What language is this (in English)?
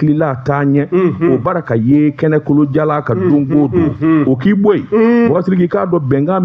Bambara